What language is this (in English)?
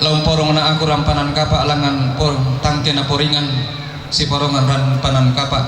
Toraja-Sa'dan